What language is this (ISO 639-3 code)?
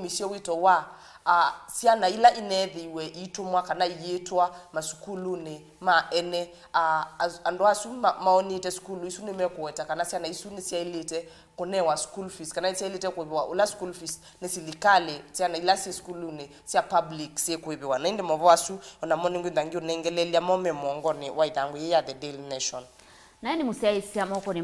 kam